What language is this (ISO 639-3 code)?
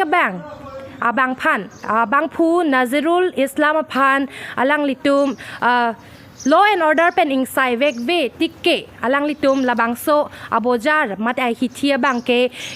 mjw